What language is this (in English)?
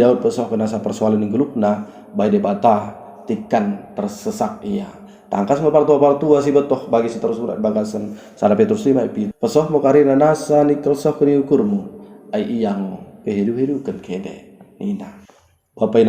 Batak Dairi